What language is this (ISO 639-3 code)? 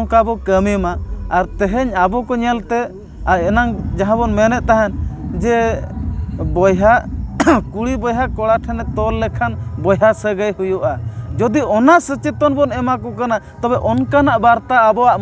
sat